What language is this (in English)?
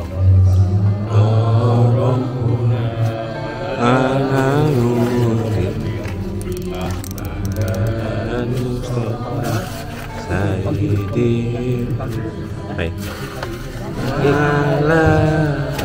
Indonesian